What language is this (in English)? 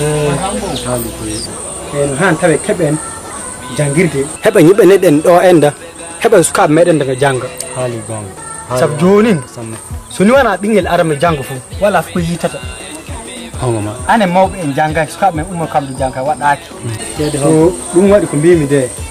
Nigerian Fulfulde